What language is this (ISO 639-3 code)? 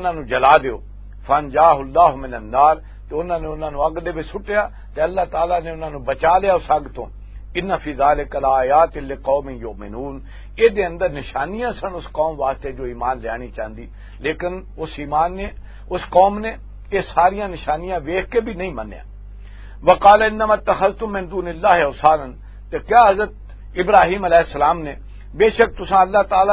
lah